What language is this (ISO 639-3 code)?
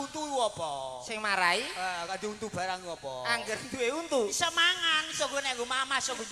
jav